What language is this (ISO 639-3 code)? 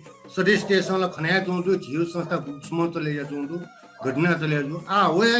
new